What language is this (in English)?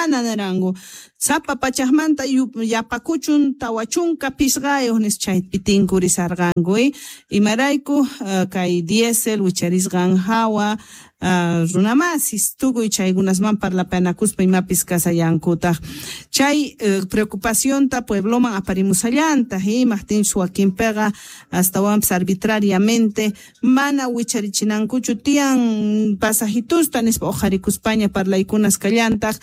South Bolivian Quechua